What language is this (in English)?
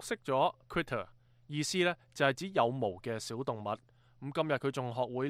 Cantonese